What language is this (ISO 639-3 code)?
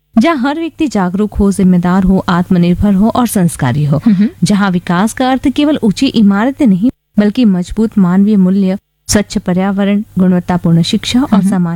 hin